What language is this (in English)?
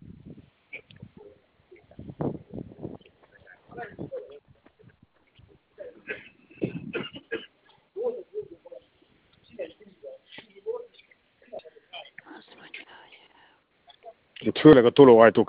Hungarian